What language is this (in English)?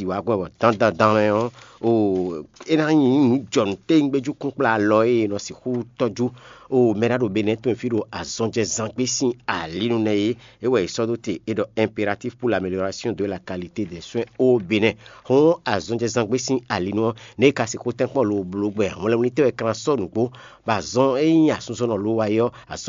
Fon